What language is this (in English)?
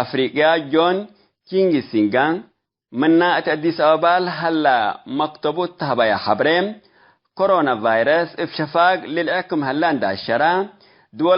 Tigre